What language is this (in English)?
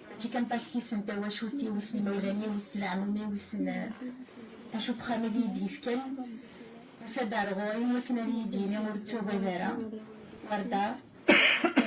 Kabyle